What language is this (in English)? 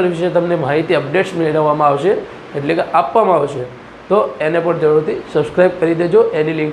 Gujarati